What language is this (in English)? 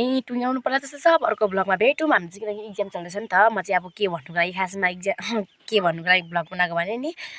Nepali